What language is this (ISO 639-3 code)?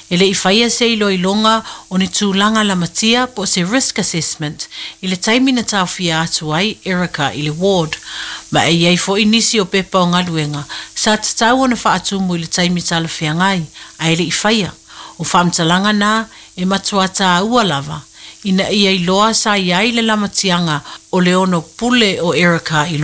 smo